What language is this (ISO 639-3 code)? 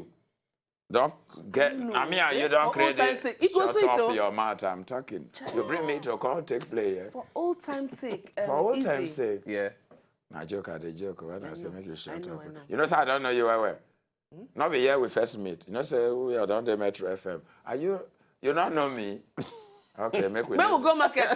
pcm